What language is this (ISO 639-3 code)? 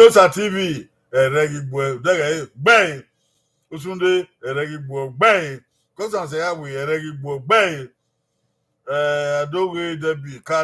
bin